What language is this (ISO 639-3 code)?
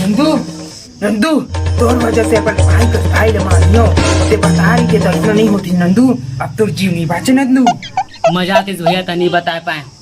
hne